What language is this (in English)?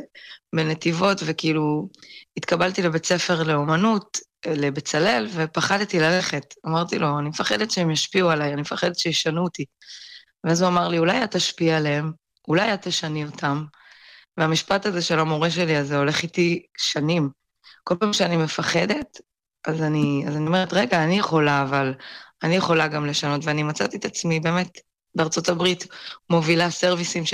Hebrew